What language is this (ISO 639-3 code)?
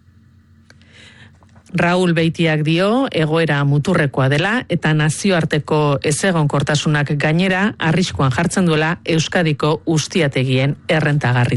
eus